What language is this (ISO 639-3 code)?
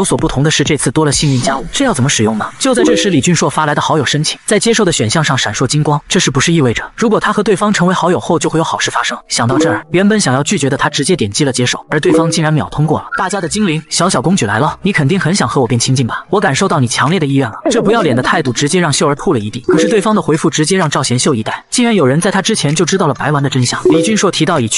zho